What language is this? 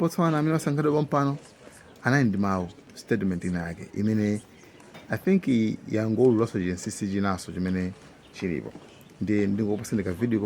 Nyanja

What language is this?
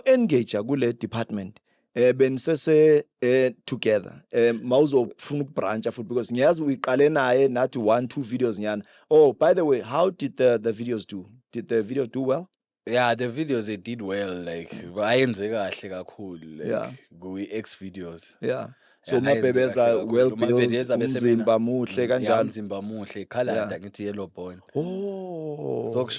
Zulu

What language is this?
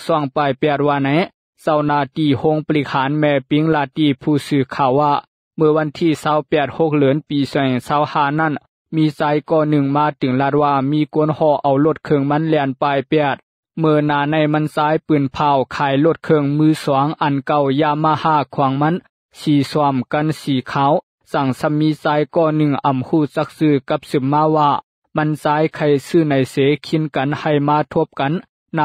Lao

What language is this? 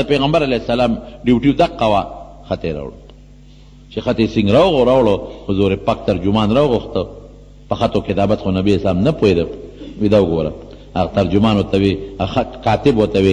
Pashto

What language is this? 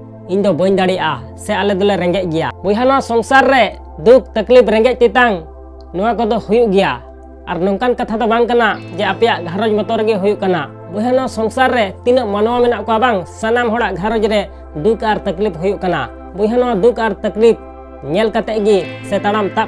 Santali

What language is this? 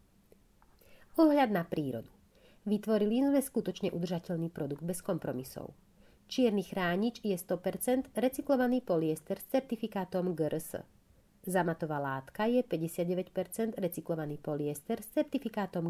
Slovak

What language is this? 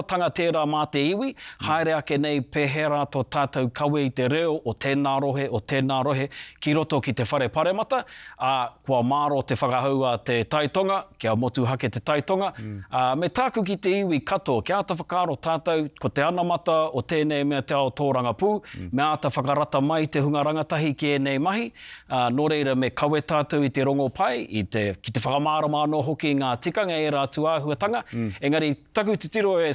Māori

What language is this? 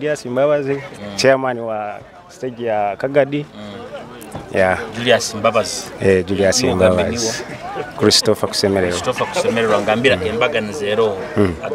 Nyoro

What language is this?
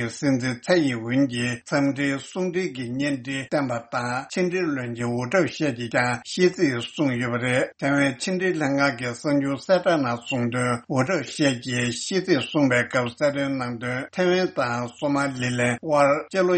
Tibetan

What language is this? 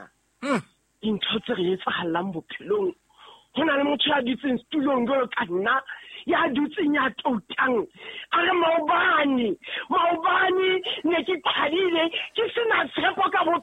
Southern Sotho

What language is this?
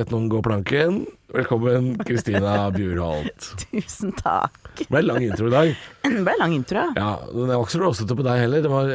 Norwegian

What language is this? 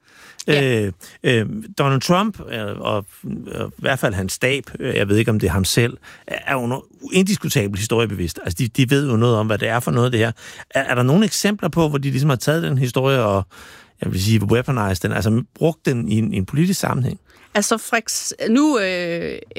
Danish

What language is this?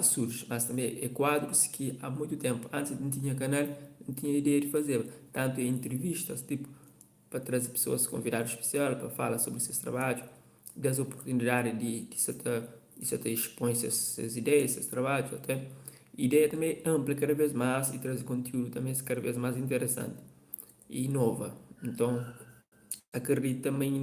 Kabuverdianu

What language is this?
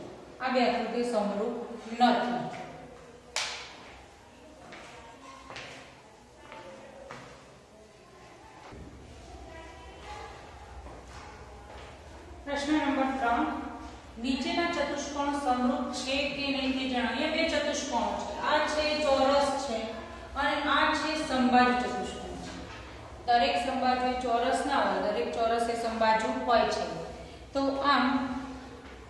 Gujarati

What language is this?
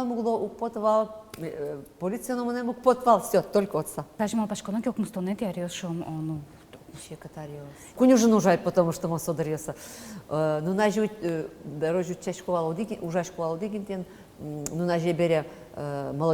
Udmurt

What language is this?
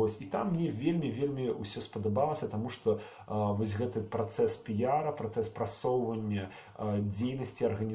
Belarusian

